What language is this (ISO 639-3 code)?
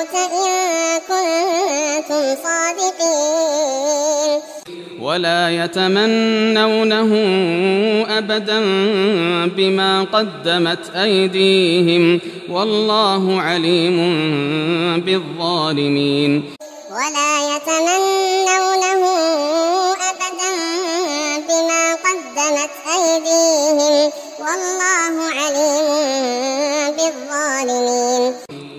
ara